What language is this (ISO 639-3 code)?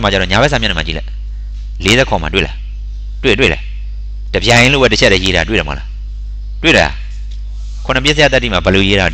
mya